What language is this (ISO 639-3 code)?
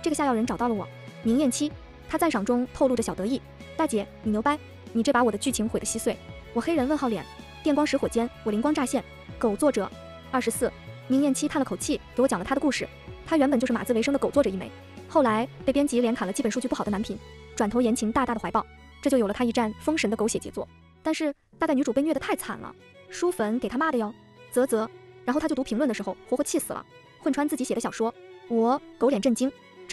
zho